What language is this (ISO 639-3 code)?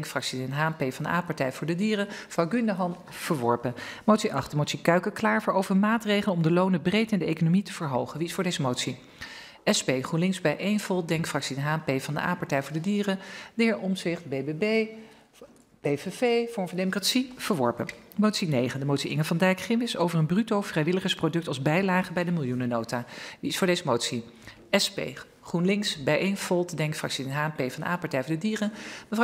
nld